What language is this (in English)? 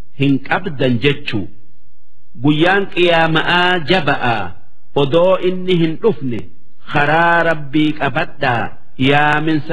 Oromo